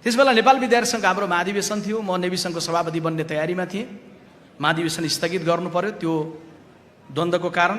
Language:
Nepali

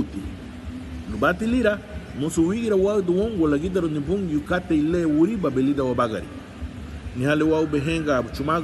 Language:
Garifuna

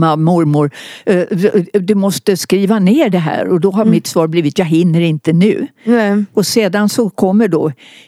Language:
Swedish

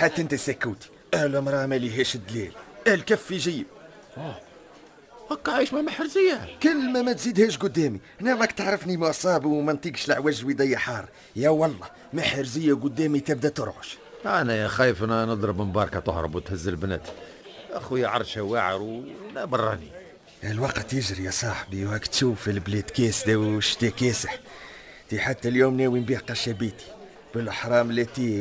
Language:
Tunisian Arabic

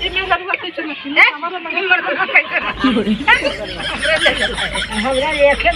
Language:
Magahi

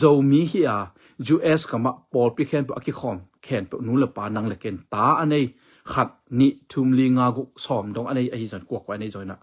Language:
Tedim Chin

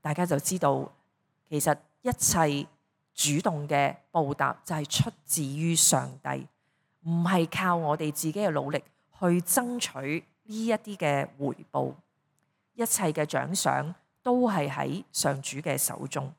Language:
Cantonese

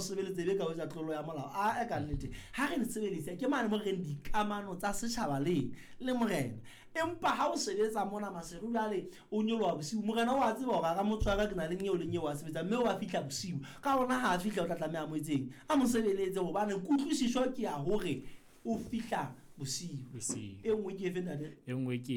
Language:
Southern Sotho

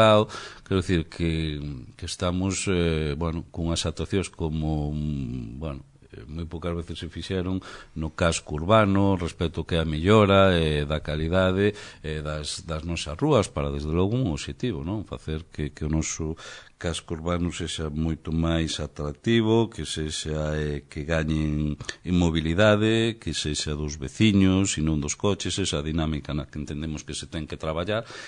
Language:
Galician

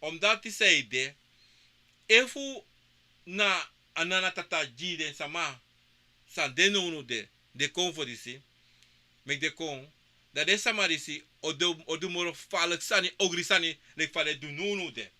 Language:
Sranan Tongo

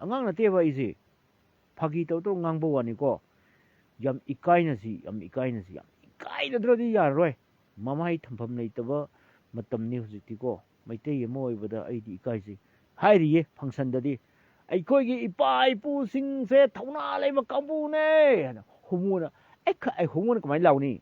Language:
Manipuri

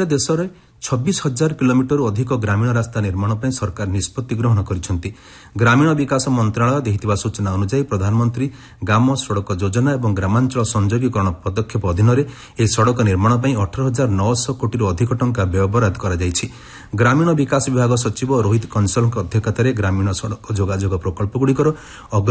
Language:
Odia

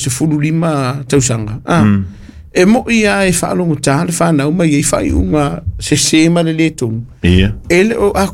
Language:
Samoan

